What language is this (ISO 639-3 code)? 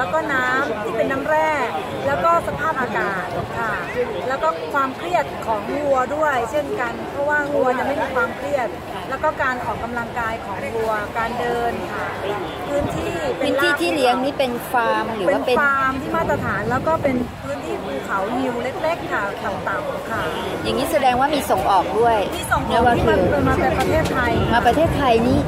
tha